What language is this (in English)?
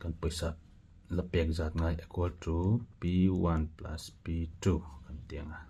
Mizo